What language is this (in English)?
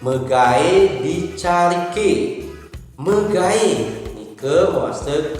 Balinese